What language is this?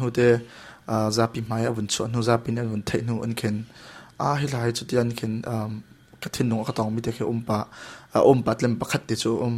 Hakha Chin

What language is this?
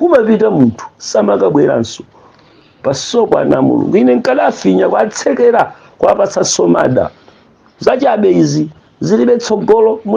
Nyanja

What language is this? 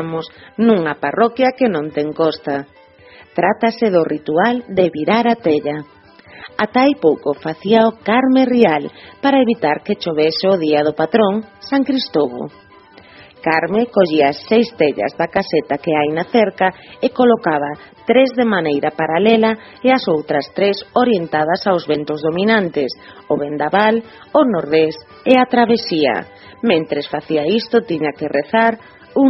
Galician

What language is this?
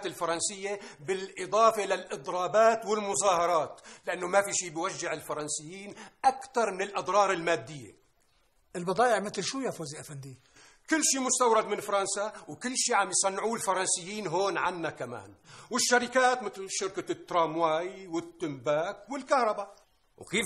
North Levantine Arabic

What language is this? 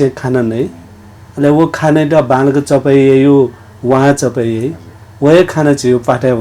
Newari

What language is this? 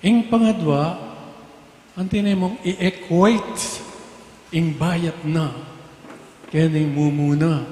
Pampanga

